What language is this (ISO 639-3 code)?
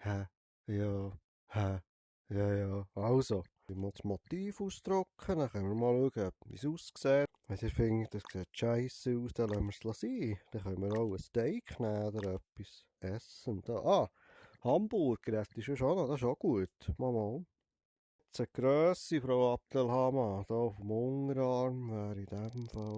gsw